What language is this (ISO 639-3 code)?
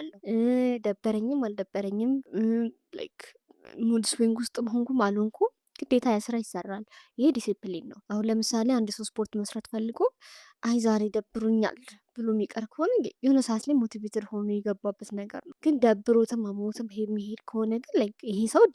amh